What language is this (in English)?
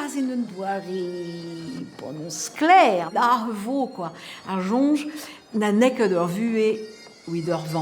Breton